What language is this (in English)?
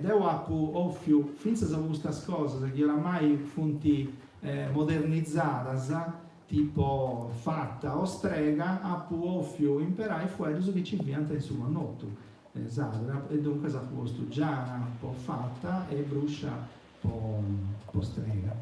Sardinian